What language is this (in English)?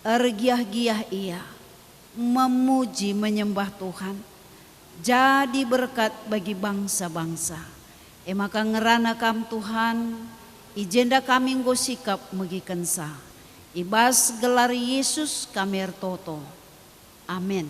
Batak Karo